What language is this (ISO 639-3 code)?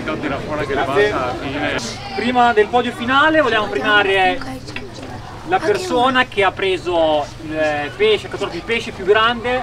ita